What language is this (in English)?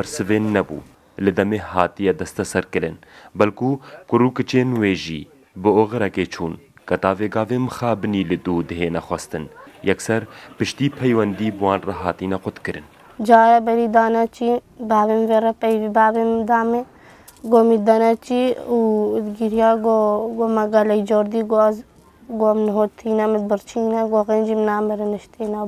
Kurdish